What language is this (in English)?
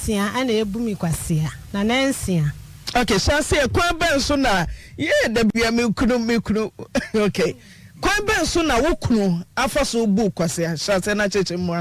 Akan